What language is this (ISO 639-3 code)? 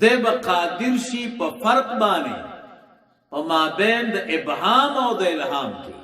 pus